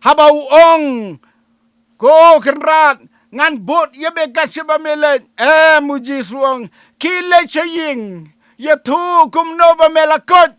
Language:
Khasi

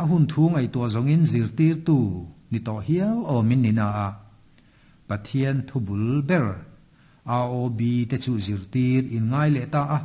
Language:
Mizo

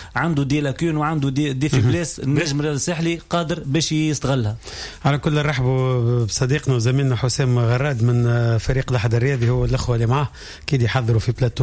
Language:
Tunisian Arabic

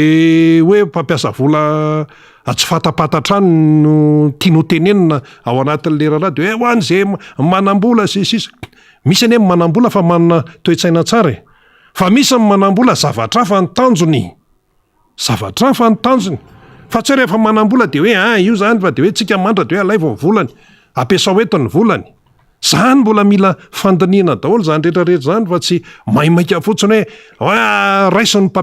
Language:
Malagasy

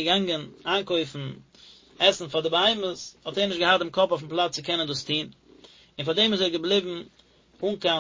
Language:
Yiddish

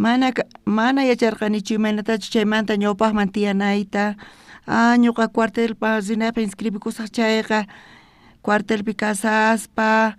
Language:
South Bolivian Quechua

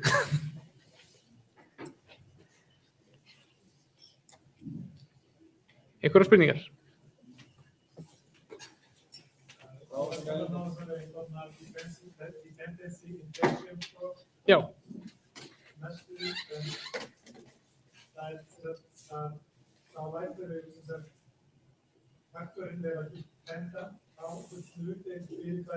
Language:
Icelandic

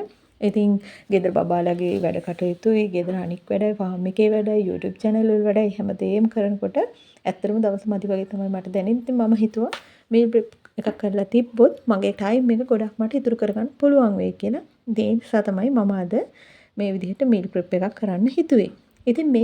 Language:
Sinhala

